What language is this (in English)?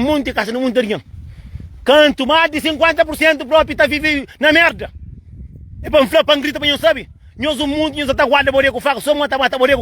Kabuverdianu